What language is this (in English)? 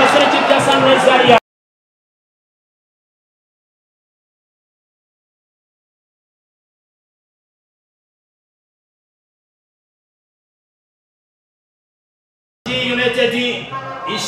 Kinyarwanda